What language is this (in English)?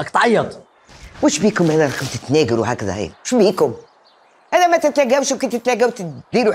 Algerian Arabic